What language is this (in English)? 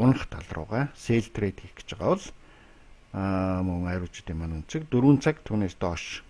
Mongolian